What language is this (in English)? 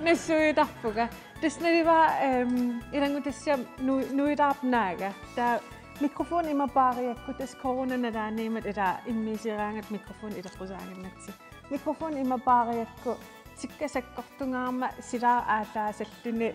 Kalaallisut